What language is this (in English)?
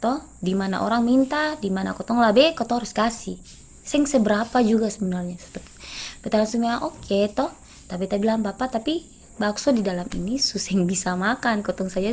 Ambonese Malay